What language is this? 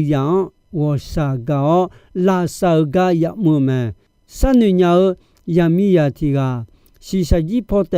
Akha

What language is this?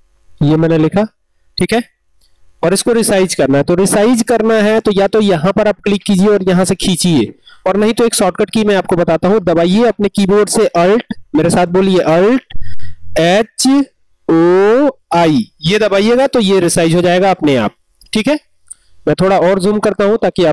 Hindi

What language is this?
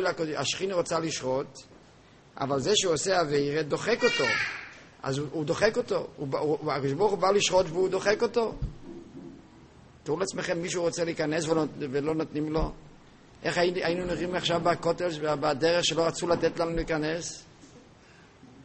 Hebrew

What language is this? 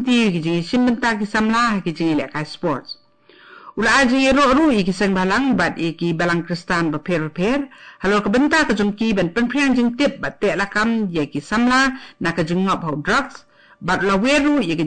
Khasi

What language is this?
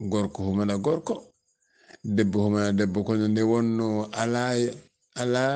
Fula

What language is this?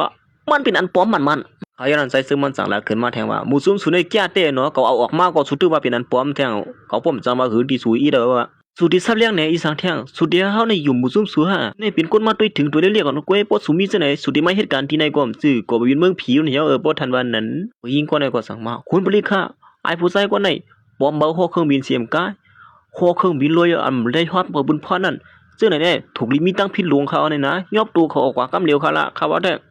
Shan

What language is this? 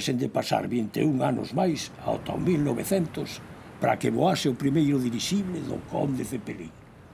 Galician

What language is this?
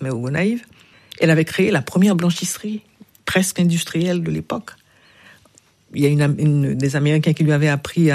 French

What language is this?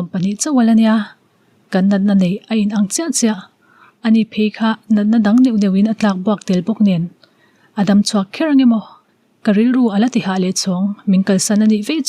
Mizo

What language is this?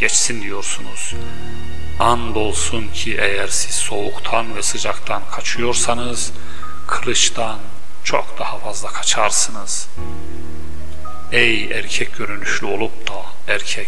Turkish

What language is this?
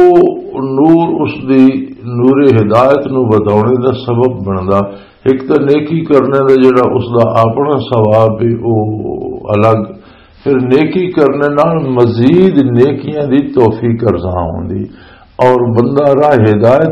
Western Panjabi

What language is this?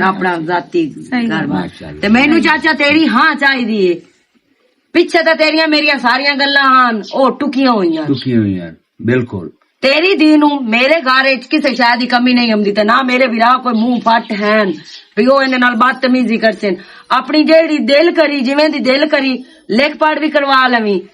Western Panjabi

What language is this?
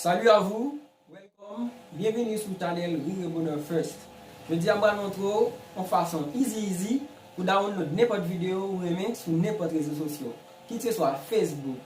Haitian Creole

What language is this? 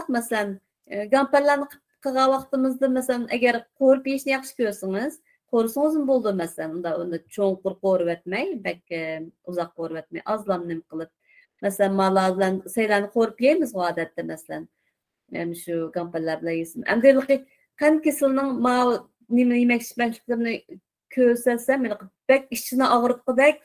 Uyghur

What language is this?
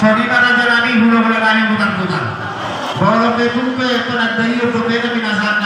Batak Toba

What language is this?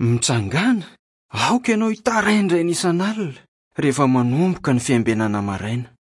Malagasy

